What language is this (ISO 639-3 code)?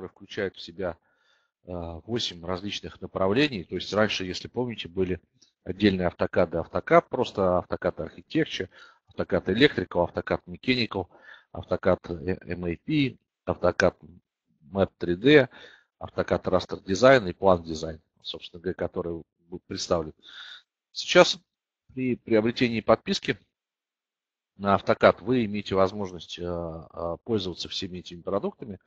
rus